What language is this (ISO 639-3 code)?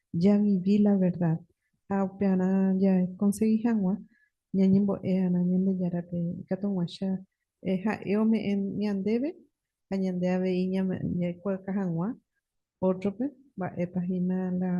grn